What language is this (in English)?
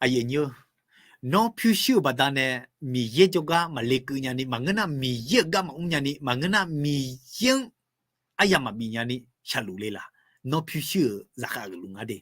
Akha